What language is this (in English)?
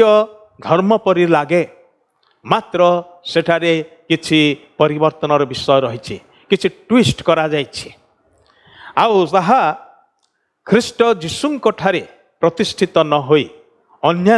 Odia